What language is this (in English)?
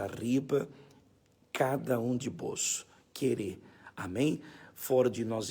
Papiamento